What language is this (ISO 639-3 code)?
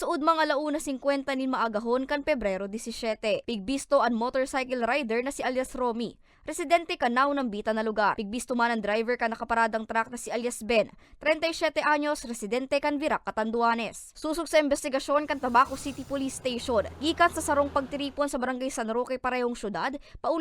bik